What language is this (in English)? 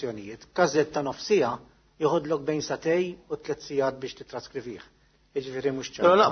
Maltese